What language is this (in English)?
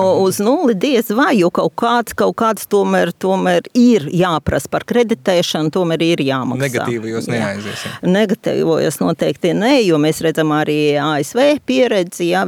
Latvian